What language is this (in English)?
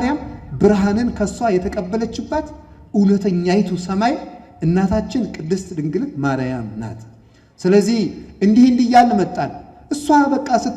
Amharic